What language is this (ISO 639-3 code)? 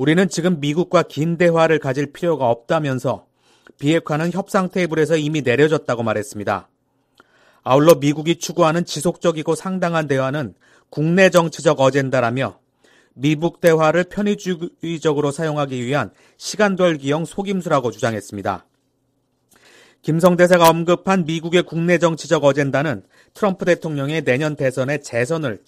kor